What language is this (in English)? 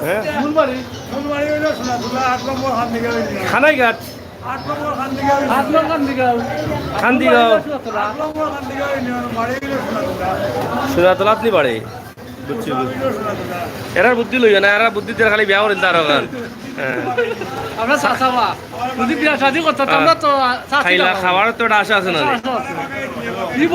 Sylheti